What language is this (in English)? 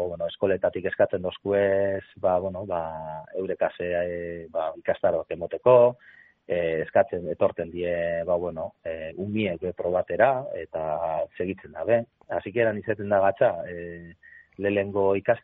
Basque